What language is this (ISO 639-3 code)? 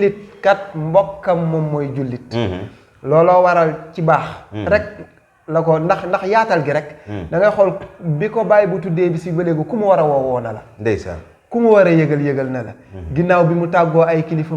wol